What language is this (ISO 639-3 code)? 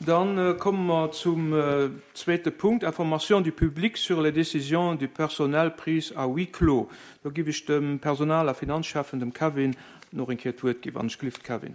ltz